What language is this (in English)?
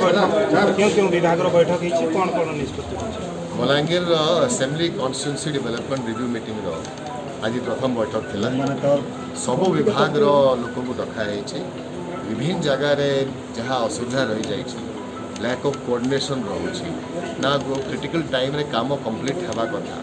Odia